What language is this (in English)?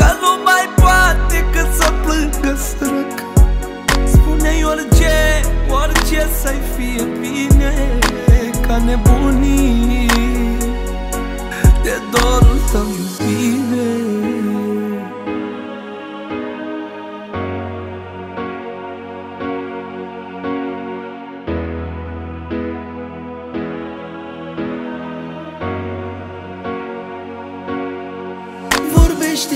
Romanian